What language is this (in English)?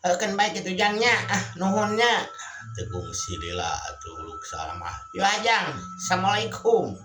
Sundanese